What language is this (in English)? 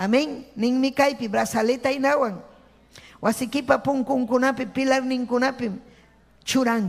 Ayacucho Quechua